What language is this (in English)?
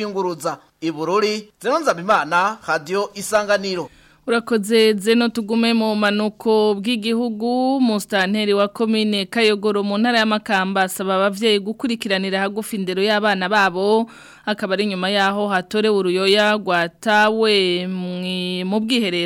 Rundi